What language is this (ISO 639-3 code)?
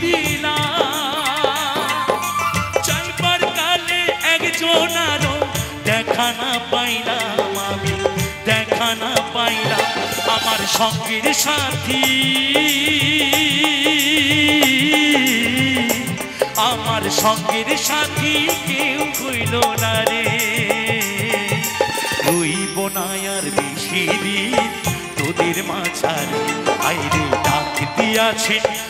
ben